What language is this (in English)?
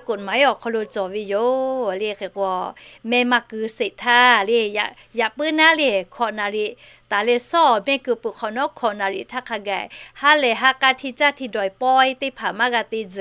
Lahu